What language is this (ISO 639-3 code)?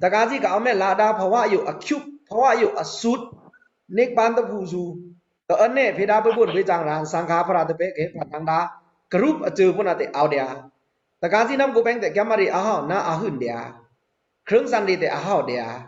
blk